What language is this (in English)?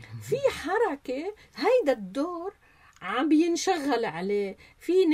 North Levantine Arabic